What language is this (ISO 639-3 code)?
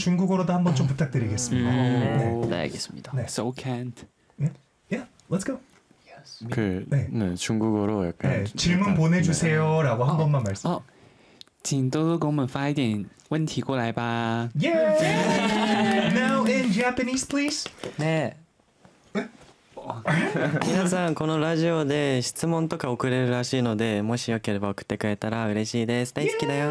kor